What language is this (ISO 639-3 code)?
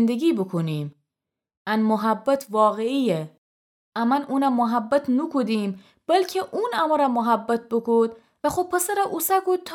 glk